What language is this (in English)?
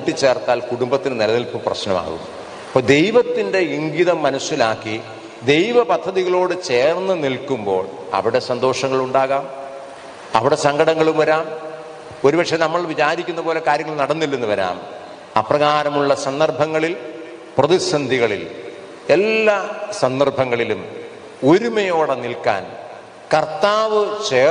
Malayalam